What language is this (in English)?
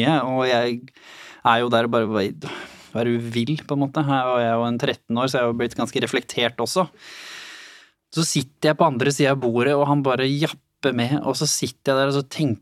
Norwegian